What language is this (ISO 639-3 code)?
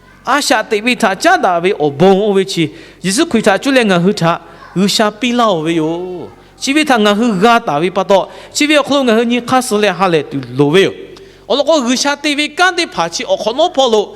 lhu